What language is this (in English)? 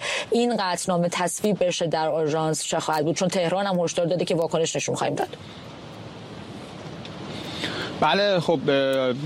Persian